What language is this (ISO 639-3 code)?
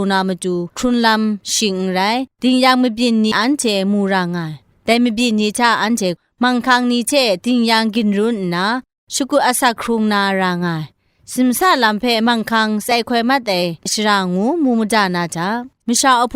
kac